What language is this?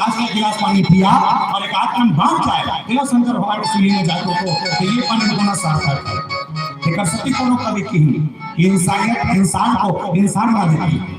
Chhattisgarhi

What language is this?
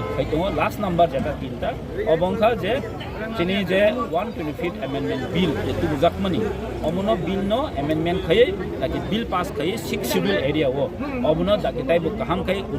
Kok Borok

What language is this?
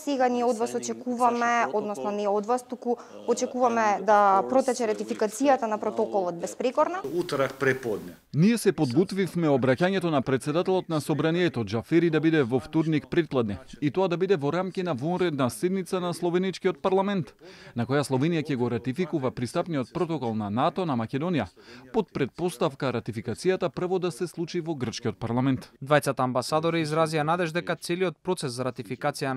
Macedonian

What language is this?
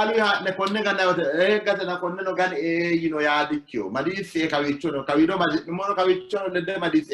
Sidamo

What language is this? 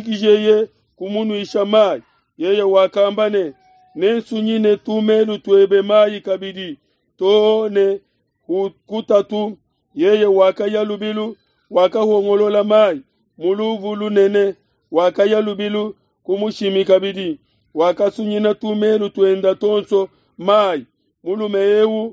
Luba-Lulua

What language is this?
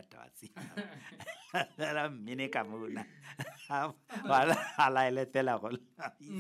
Southern Sotho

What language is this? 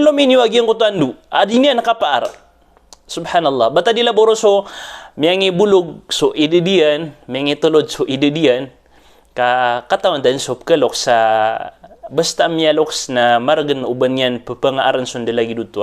Maranao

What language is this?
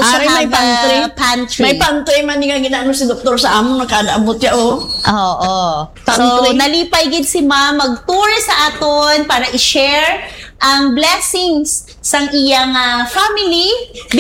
Hiligaynon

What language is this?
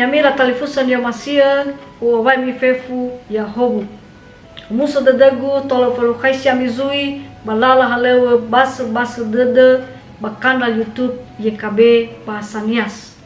Nias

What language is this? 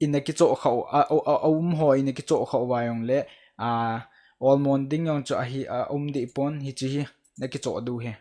Thado Chin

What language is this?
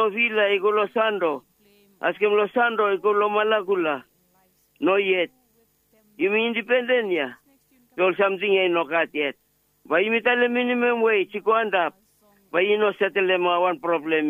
Bislama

